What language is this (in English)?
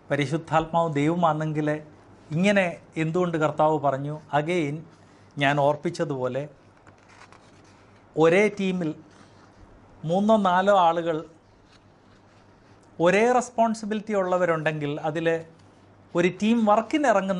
Malayalam